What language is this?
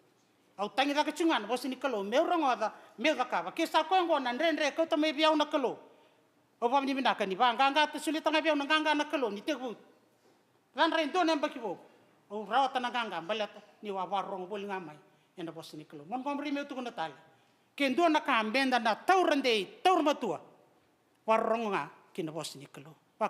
Fijian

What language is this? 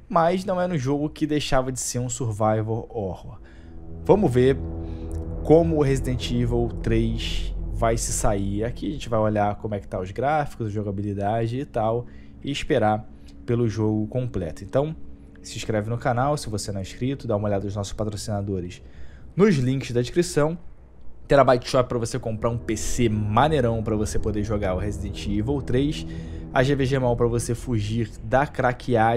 Portuguese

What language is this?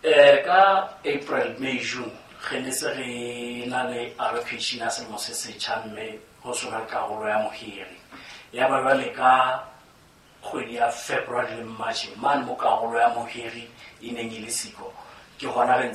Southern Sotho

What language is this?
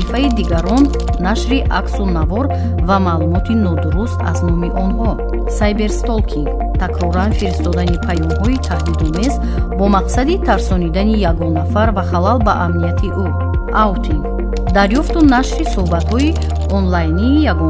Tajik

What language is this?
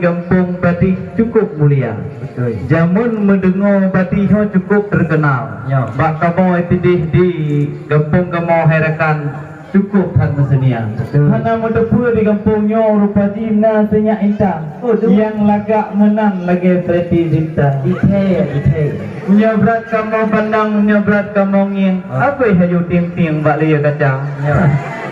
Achinese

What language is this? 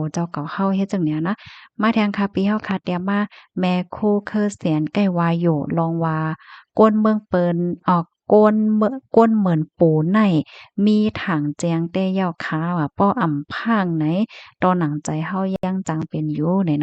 Shan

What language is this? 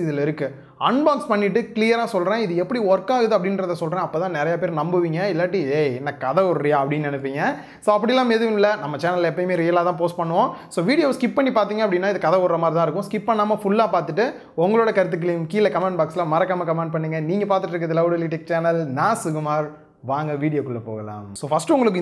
Tamil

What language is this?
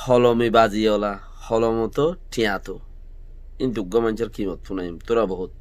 Rohingya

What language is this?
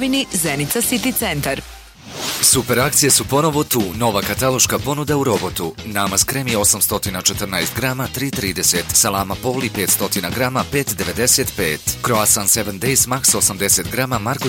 Bosnian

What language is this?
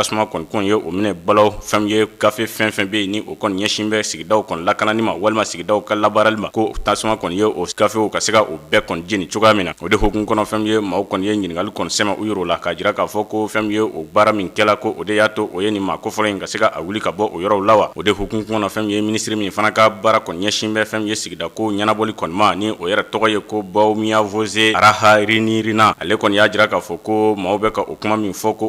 Bambara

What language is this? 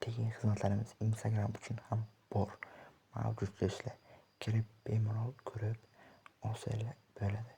Uzbek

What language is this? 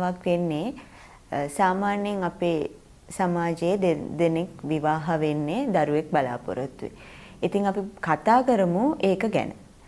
Sinhala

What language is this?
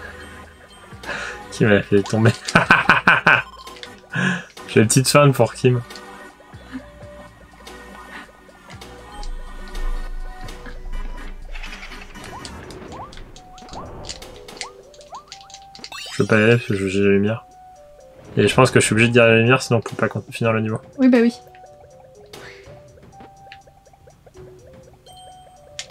French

